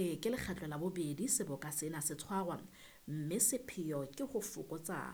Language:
Southern Sotho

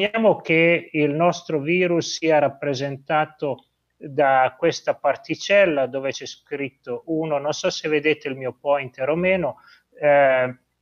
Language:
Italian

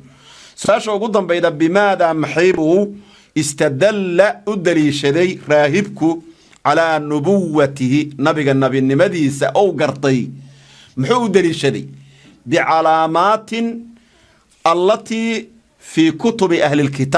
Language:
Somali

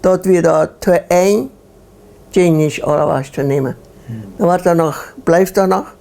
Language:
Plautdietsch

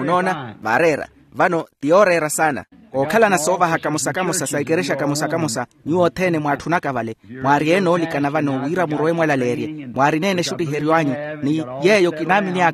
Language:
Makhuwa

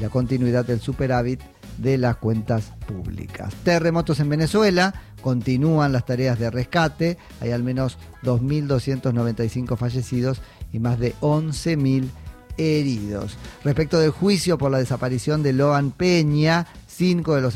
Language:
Spanish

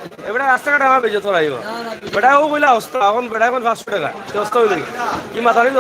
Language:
Sylheti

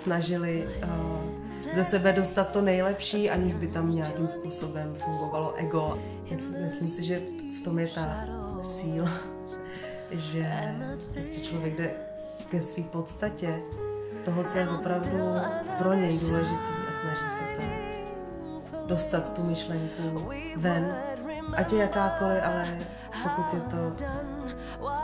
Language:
Czech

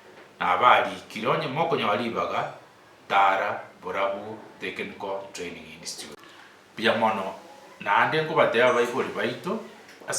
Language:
Gusii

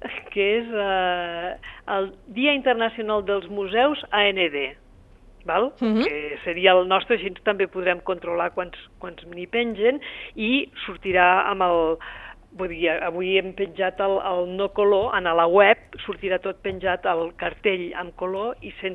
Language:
Catalan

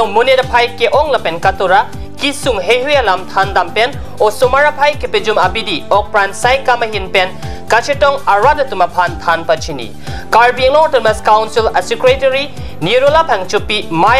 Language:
Karbi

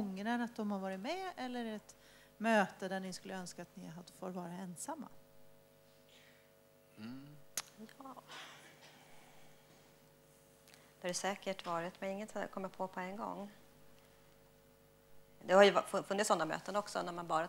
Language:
Swedish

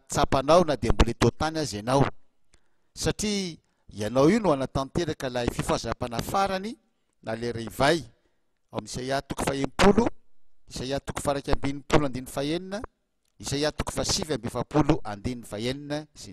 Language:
Malagasy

